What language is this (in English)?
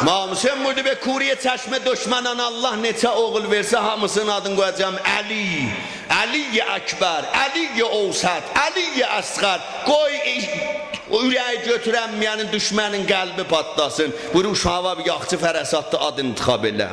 South Azerbaijani